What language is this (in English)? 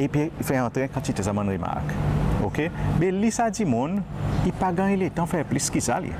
Seselwa Creole French